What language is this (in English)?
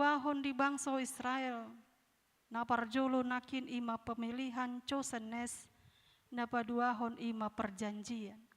Batak Toba